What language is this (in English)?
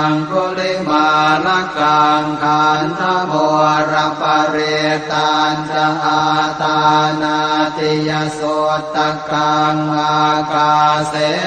Pali